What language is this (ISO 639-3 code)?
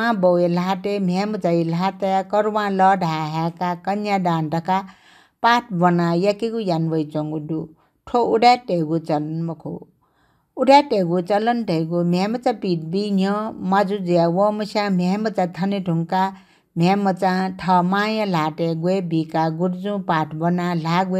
new